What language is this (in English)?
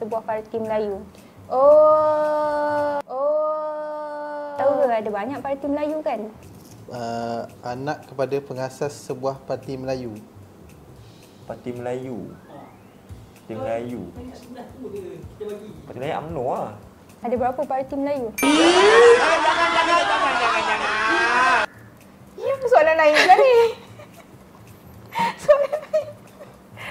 Malay